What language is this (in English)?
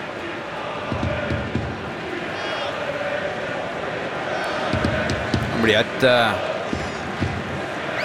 Norwegian